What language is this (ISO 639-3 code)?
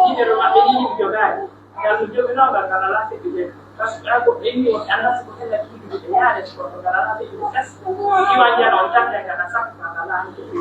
fuf